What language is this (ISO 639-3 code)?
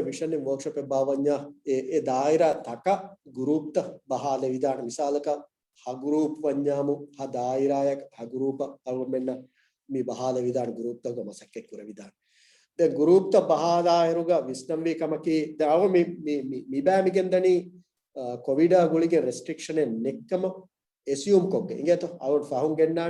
div